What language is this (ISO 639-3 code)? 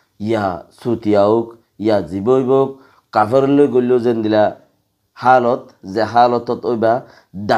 rhg